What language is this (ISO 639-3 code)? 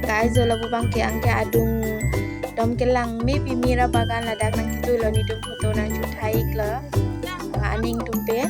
mjw